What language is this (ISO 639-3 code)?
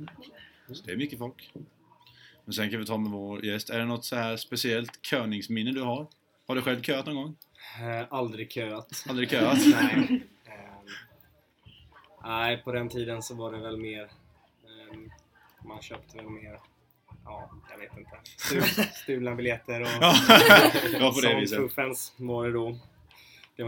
swe